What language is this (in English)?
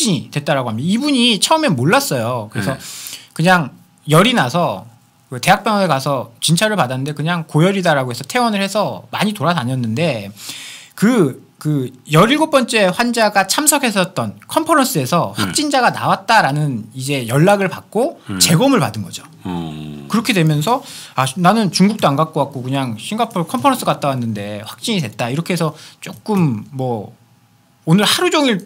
Korean